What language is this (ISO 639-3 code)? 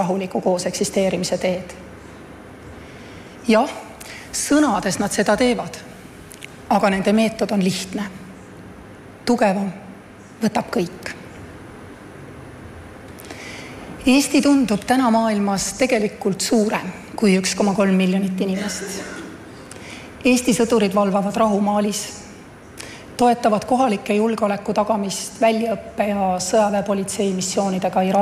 est